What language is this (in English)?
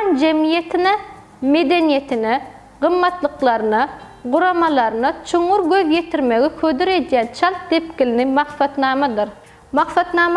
Turkmen